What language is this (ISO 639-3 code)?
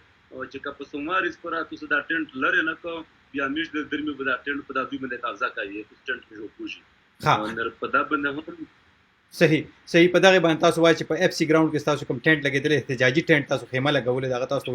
pus